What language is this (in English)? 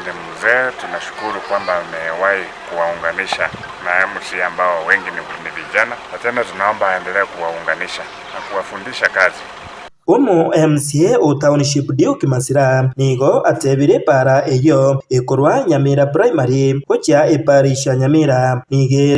Gusii